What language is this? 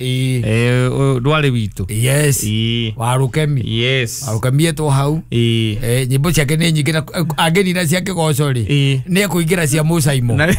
Kikuyu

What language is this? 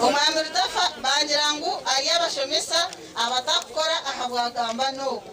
Nyankole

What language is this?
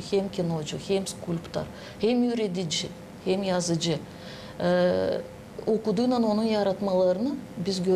Gagauz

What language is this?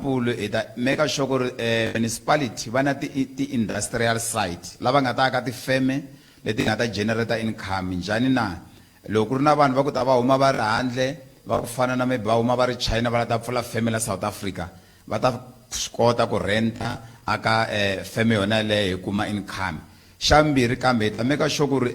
Tsonga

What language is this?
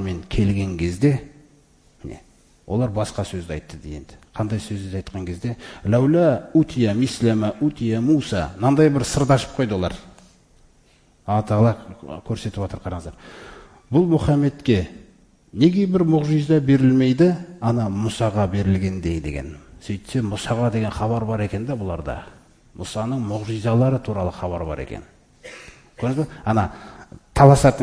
Kazakh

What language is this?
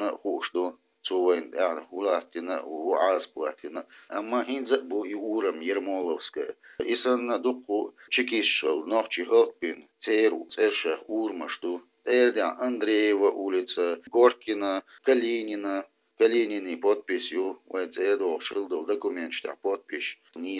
Chechen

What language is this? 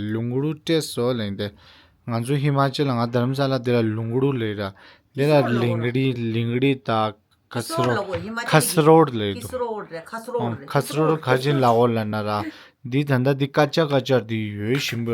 Tibetan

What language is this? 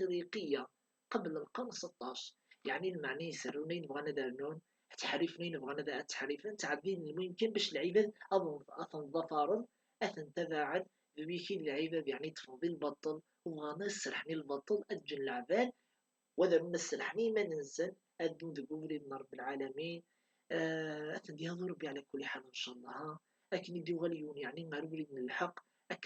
Kabyle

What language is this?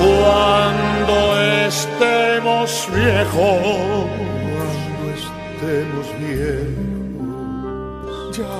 Spanish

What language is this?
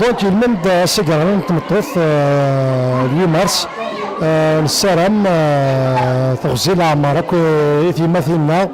Kabyle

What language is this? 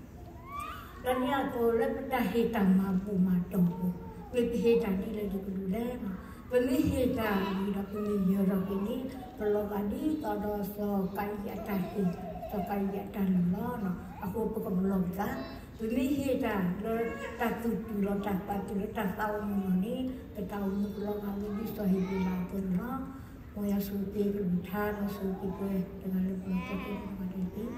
S'gaw Karen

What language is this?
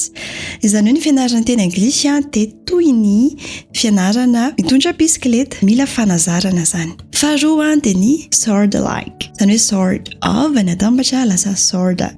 Malagasy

